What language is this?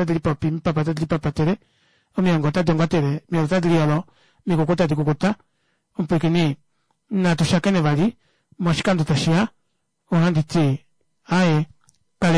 Kuanyama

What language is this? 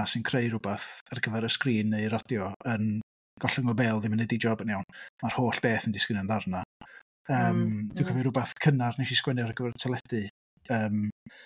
Welsh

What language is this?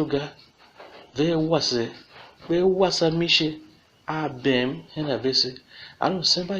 Tiv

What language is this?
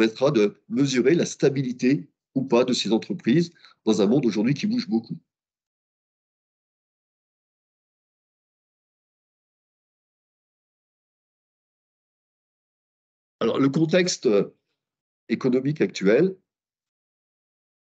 French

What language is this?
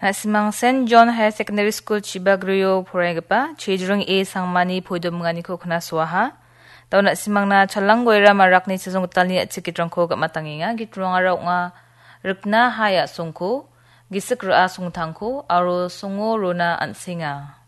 Garo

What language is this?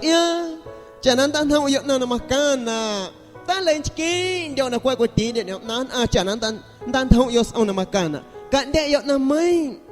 Guerrero Amuzgo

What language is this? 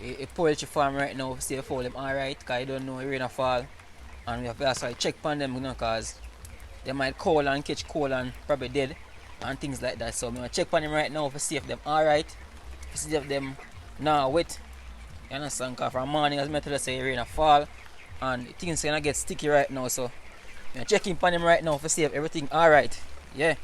Jamaican Creole English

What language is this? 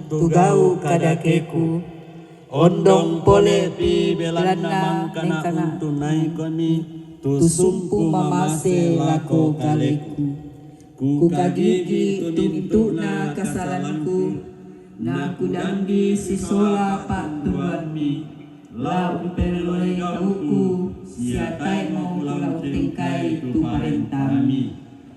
Toraja-Sa'dan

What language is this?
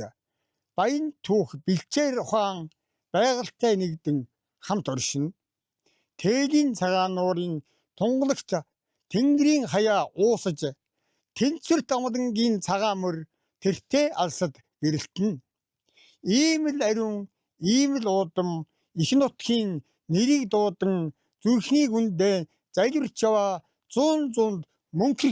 Mongolian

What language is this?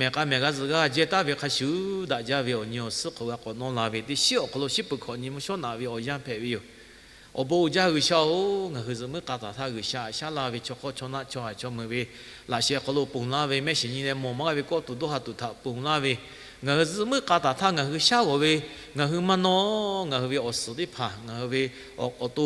Lahu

